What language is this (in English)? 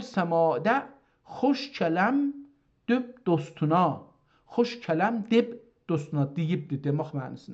South Azerbaijani